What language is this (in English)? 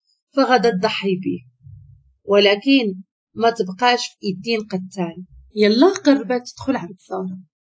Moroccan Arabic